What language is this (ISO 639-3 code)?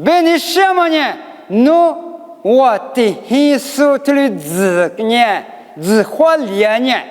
lis